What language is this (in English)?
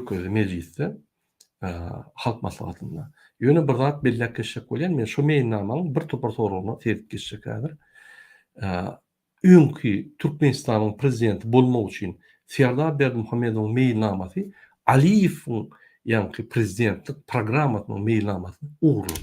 Turkmen